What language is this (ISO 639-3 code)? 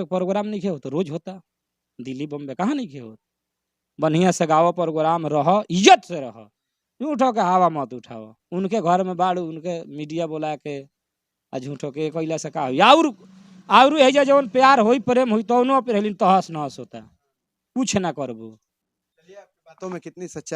bho